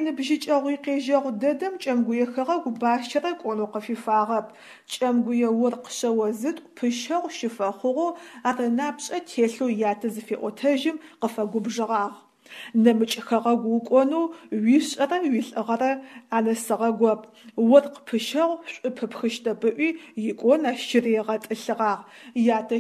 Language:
Adyghe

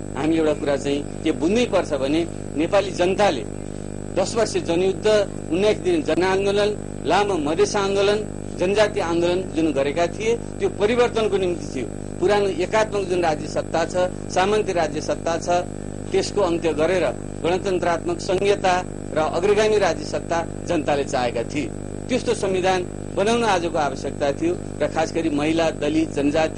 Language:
Nepali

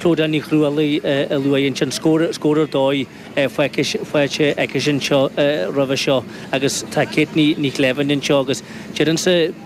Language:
Irish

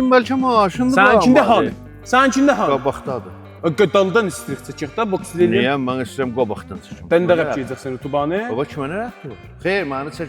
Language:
South Azerbaijani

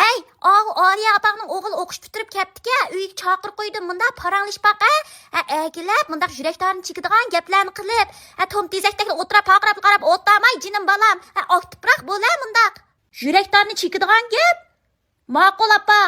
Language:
Uyghur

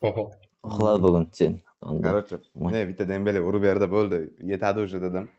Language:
Kara-Kalpak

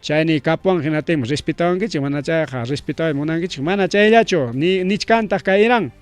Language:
Ayacucho Quechua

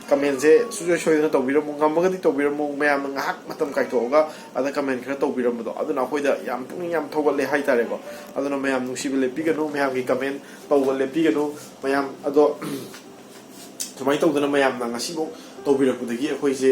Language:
Manipuri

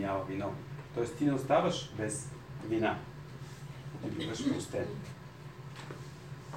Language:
Bulgarian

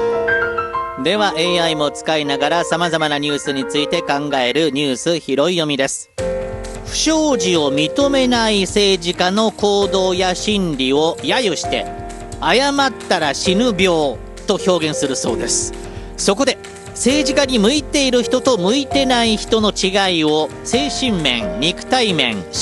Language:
Japanese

